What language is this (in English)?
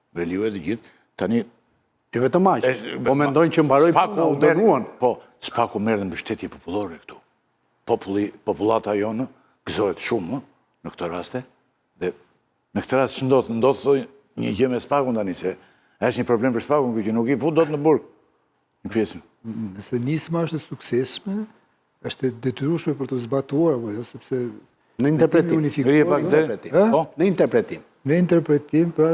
Albanian